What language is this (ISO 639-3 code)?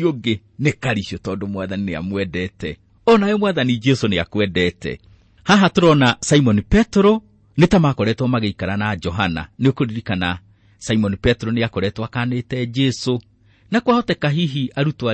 kik